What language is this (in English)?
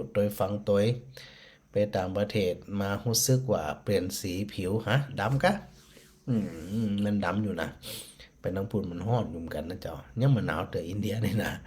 Northern Thai